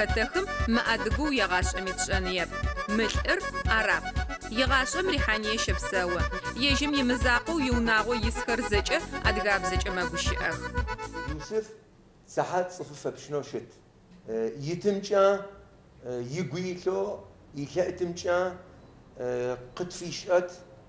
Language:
Adyghe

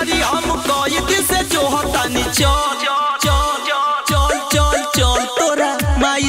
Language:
Bhojpuri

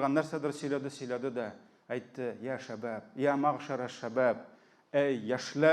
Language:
Tatar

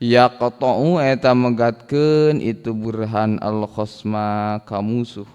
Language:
Sundanese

